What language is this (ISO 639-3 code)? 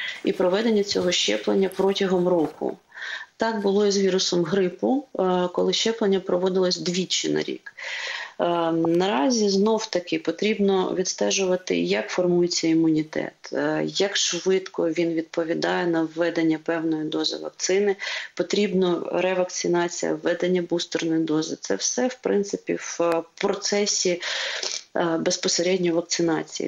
ukr